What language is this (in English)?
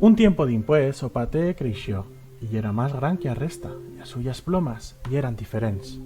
Aragonese